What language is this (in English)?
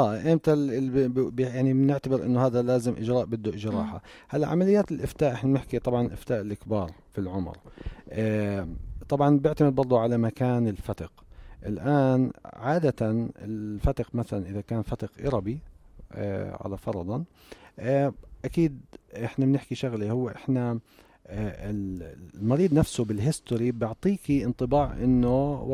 North Levantine Arabic